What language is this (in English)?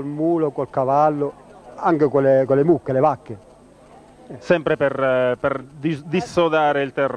Italian